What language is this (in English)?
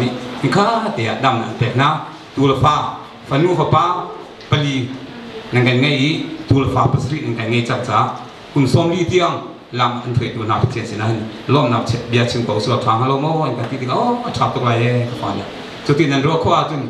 Hakha Chin